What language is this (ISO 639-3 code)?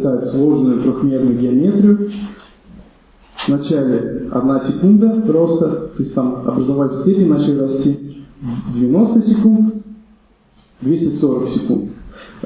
rus